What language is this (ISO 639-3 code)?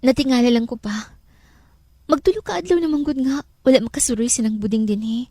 ceb